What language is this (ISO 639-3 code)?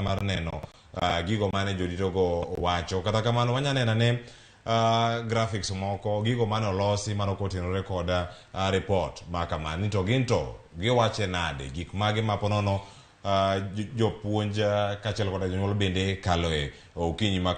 luo